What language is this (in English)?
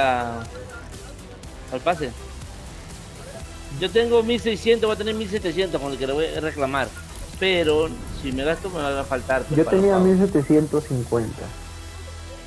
Spanish